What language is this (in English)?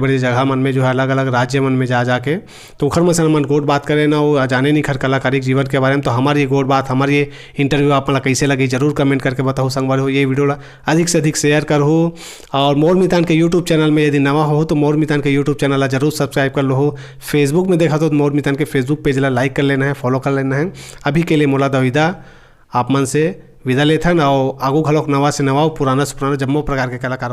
Chhattisgarhi